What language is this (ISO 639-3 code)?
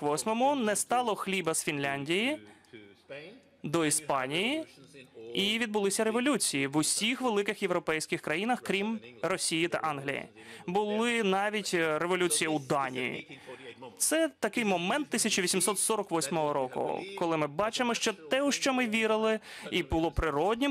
ukr